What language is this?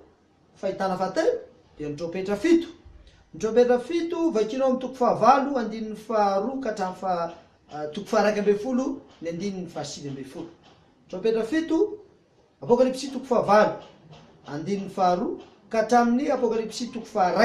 Malagasy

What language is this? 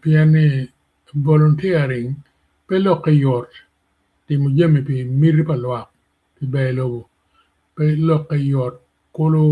Acoli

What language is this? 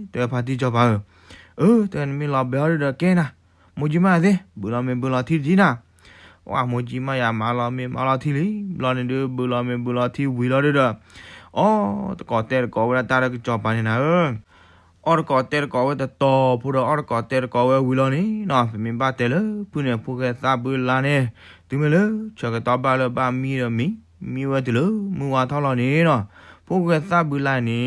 S'gaw Karen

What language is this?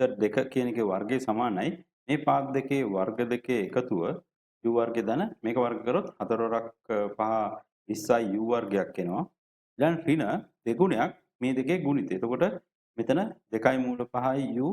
Sinhala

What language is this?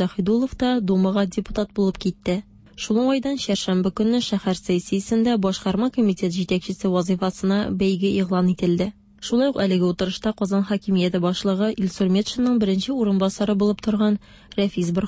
Tatar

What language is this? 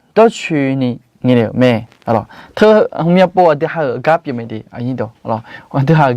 Akha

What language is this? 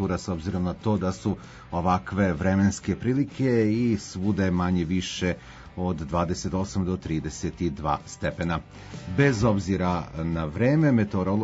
Serbian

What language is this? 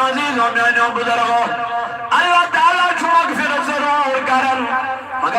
Kashmiri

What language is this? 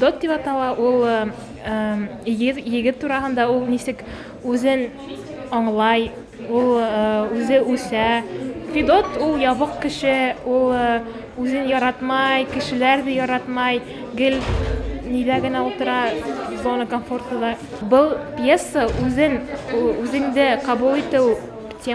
Bashkir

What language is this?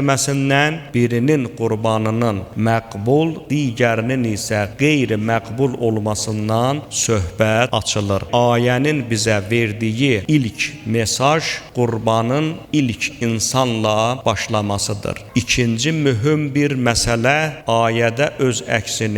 Azerbaijani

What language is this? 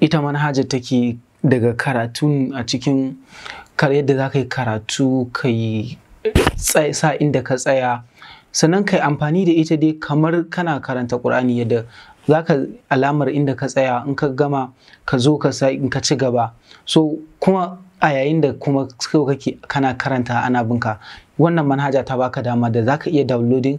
Hausa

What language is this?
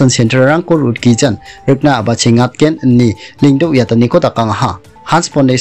Garo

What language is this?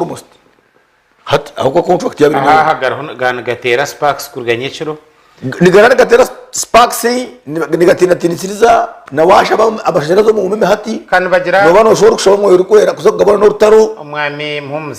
Nyankole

